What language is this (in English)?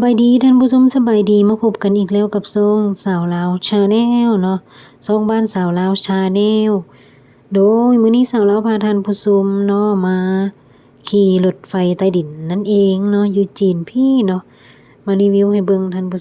Lao